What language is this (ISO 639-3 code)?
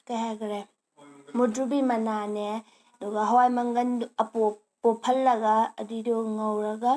mni